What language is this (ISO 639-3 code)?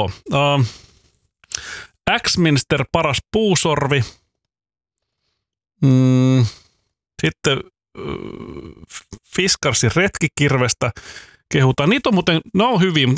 fin